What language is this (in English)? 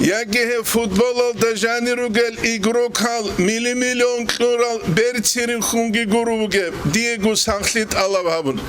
Avaric